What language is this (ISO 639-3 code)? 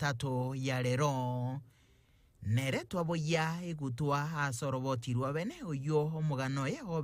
guz